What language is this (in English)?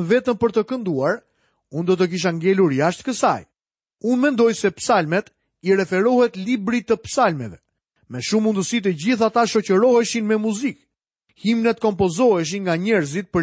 Albanian